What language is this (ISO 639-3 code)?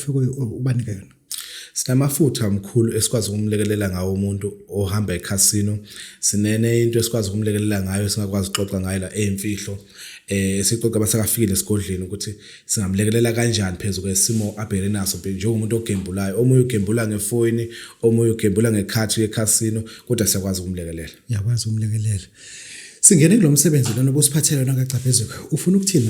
zul